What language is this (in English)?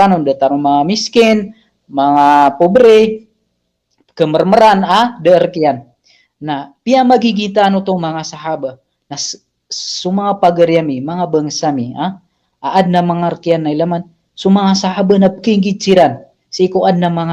Maranao